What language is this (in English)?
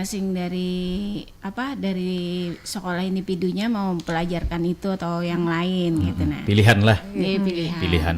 Banjar